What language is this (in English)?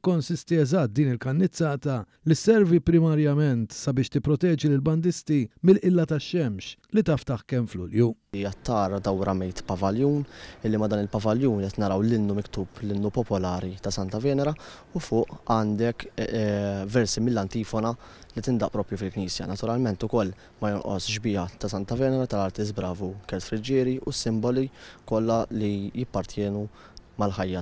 Maltese